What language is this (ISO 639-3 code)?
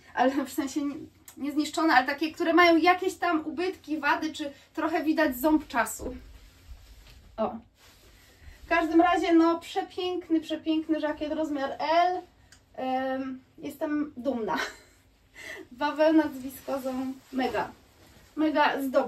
pol